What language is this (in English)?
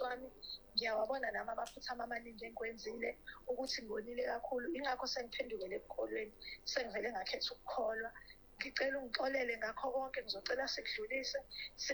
Zulu